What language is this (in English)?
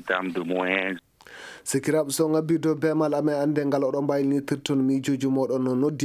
Fula